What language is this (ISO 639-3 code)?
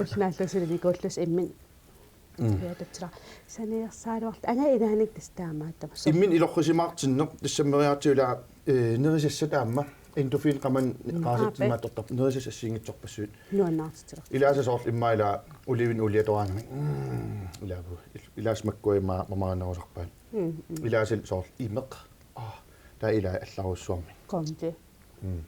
kal